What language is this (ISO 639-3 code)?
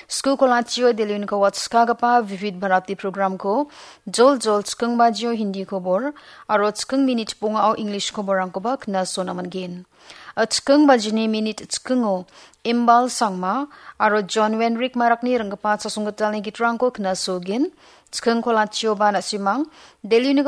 grt